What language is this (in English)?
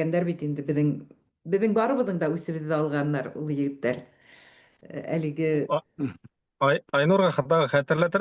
Bashkir